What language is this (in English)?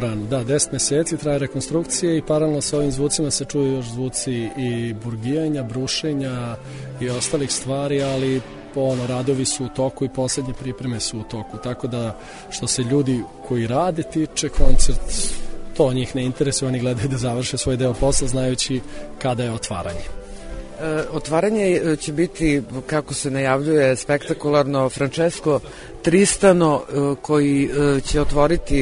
Serbian